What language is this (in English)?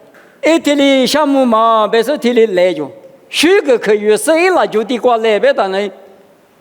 Lisu